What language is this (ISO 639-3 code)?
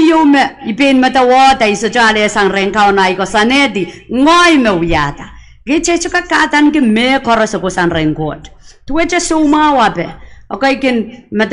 pon